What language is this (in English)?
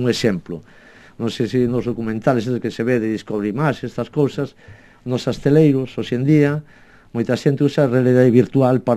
Galician